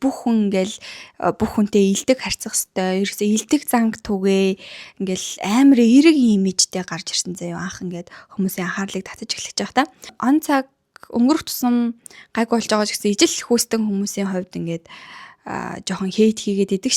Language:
Mongolian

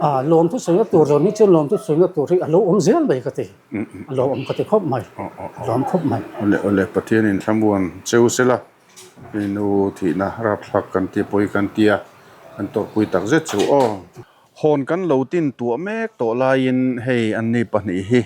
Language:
Mizo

